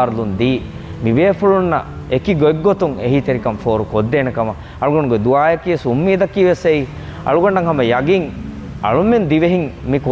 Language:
Divehi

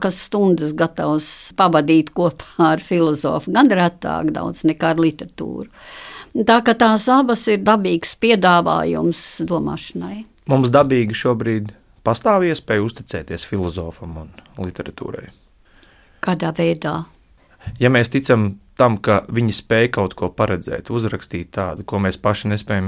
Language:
Latvian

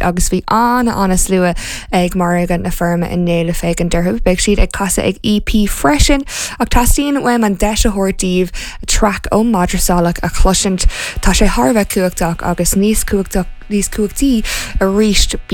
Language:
Irish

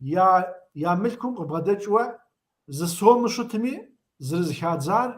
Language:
Kabardian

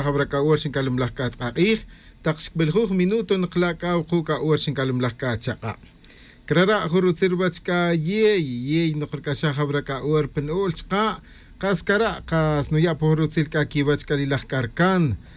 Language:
Tz'utujil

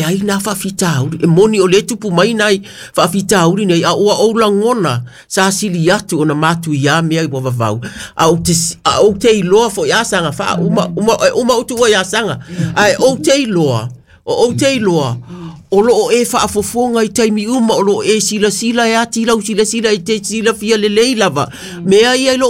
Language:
Samoan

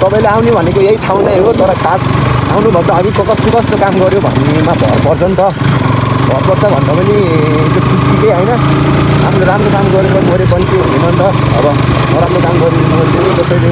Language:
Nepali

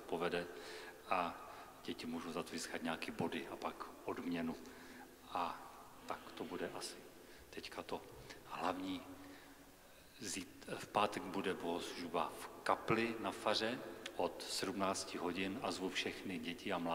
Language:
Czech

